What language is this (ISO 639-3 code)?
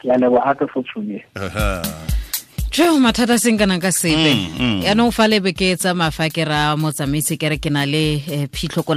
tsn